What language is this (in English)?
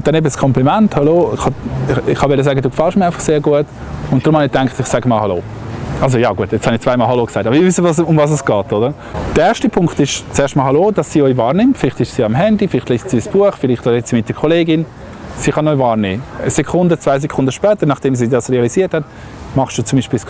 Swiss German